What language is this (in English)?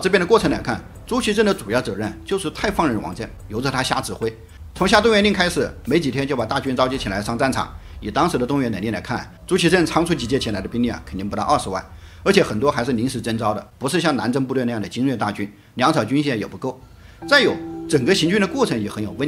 Chinese